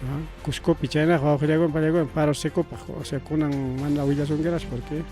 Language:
Ayacucho Quechua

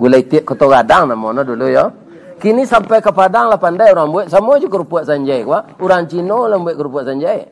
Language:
Minangkabau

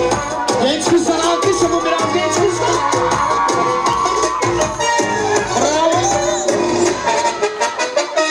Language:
Turkish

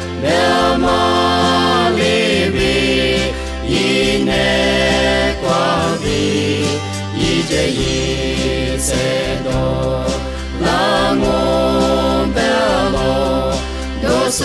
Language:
Lisu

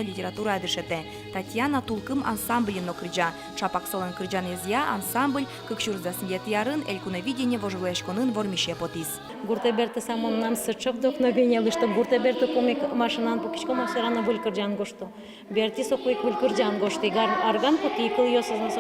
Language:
Udmurt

